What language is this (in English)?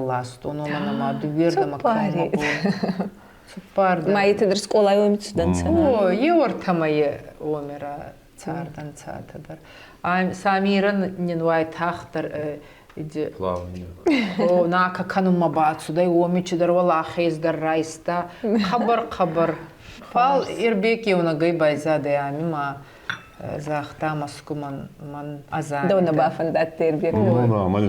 Ossetic